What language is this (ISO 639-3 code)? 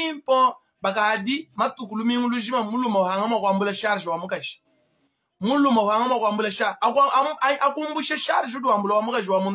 lua